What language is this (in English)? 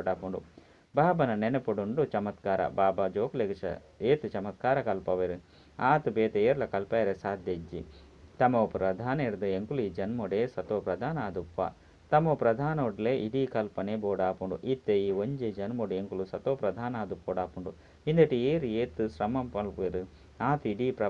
Tulu